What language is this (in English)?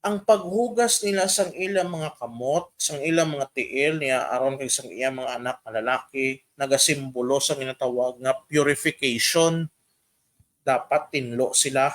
Hiligaynon